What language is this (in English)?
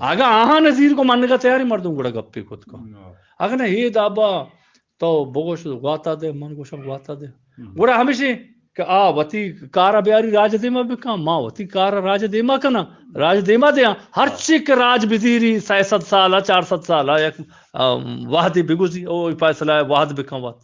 Eastern Balochi